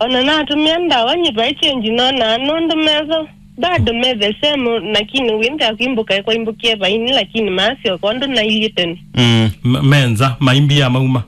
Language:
Kamba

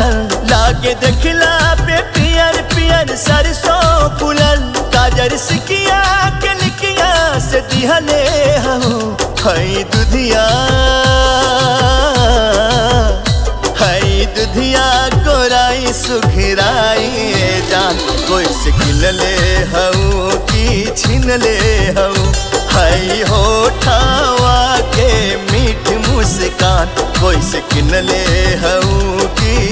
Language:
Bhojpuri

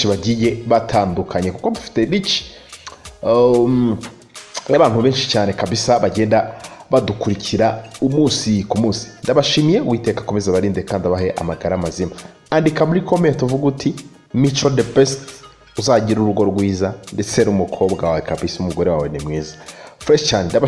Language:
Kinyarwanda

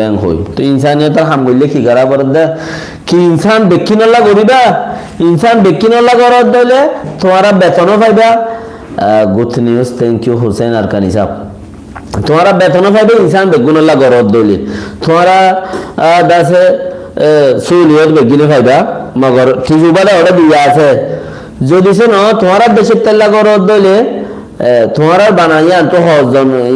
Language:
Rohingya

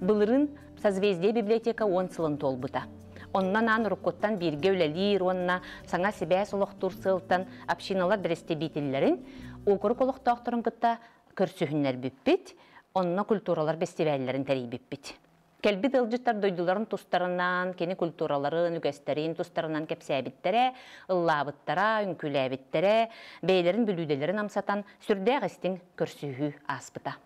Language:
Yakut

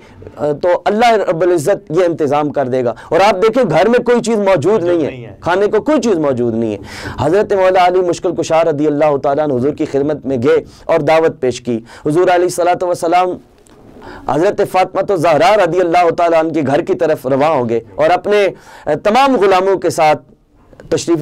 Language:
Urdu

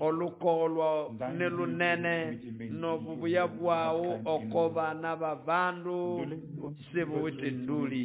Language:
Nande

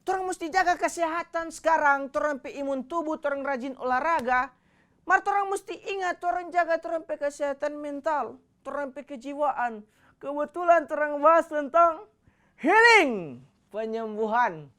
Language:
Manado Malay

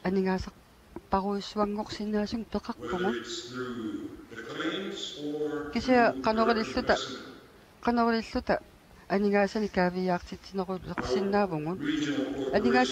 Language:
Kalaallisut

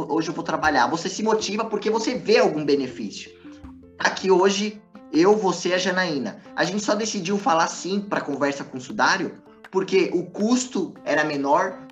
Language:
Portuguese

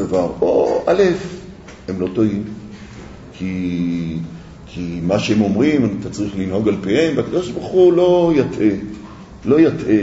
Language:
Hebrew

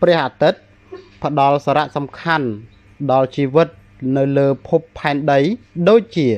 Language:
Khmer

